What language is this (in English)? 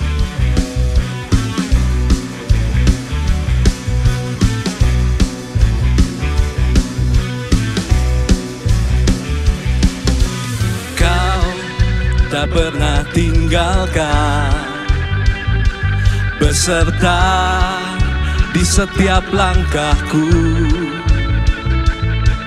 Indonesian